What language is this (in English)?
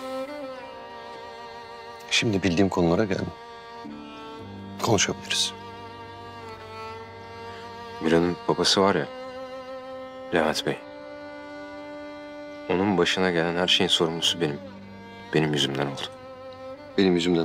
Turkish